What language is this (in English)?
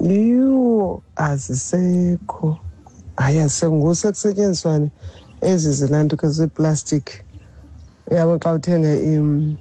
Xhosa